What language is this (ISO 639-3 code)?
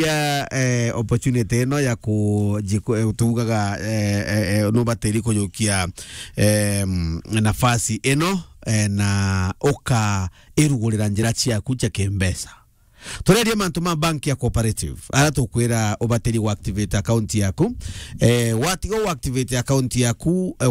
mer